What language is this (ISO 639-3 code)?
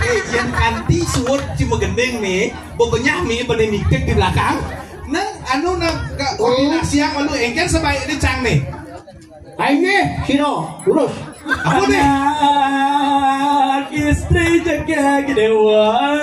ban